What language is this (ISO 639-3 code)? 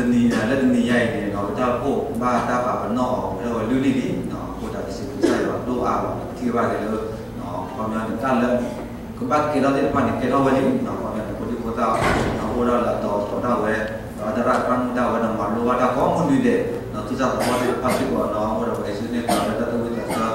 ksw